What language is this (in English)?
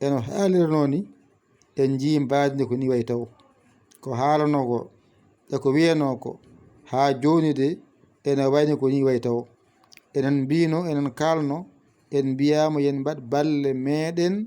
Fula